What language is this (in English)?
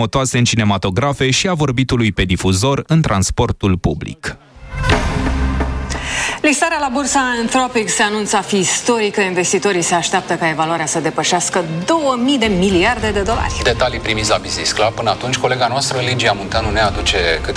Romanian